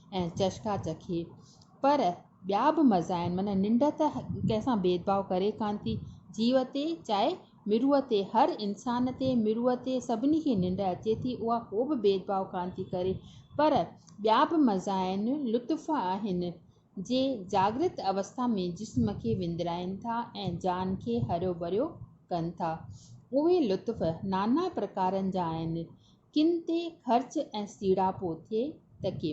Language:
Sindhi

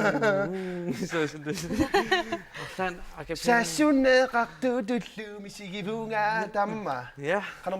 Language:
Kalaallisut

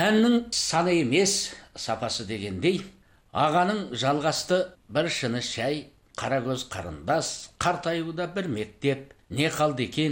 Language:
Kazakh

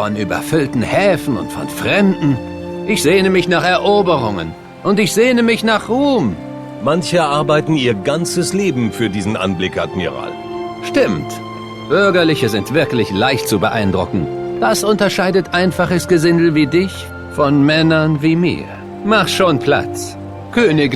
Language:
Bavarian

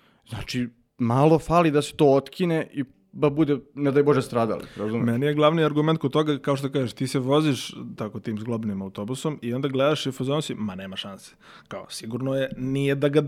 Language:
Serbian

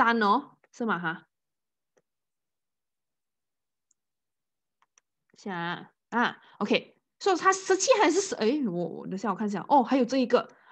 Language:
Chinese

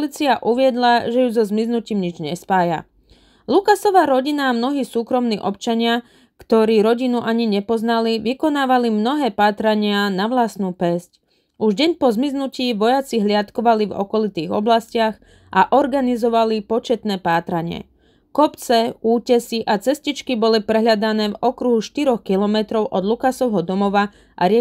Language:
Slovak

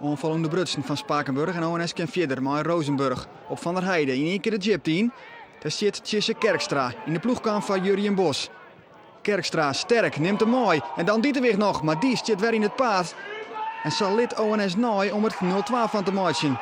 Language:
Western Frisian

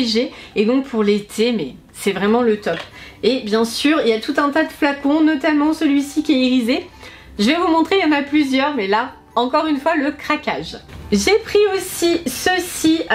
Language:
French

